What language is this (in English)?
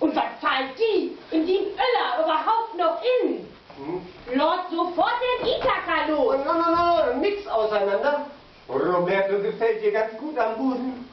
Low German